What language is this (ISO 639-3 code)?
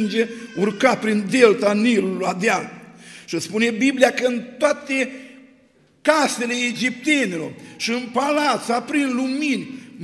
ron